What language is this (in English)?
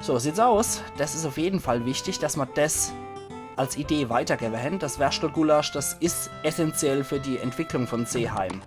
Palatine German